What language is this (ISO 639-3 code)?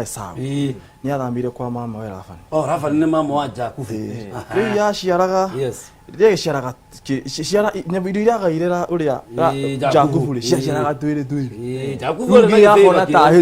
kik